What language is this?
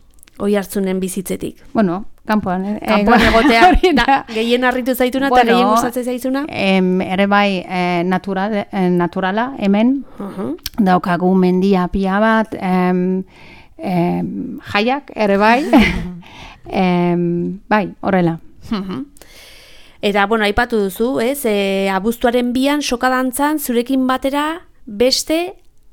Basque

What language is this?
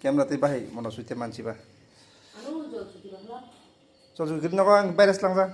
Kok Borok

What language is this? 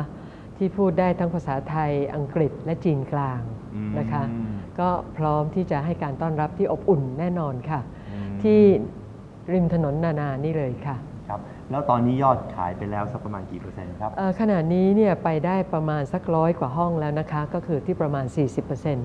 Thai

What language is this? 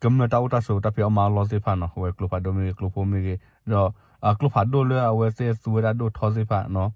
S'gaw Karen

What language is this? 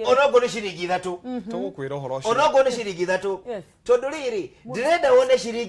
Kikuyu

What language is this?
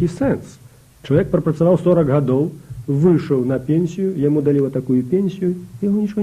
Belarusian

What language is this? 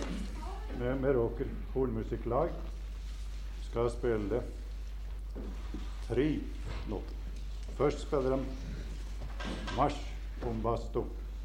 Norwegian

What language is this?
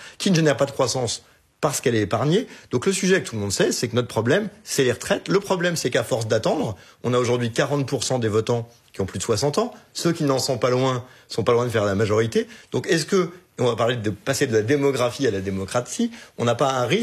French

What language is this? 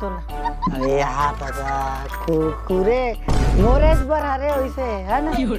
Chhattisgarhi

